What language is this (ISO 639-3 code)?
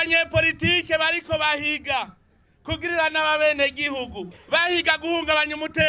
run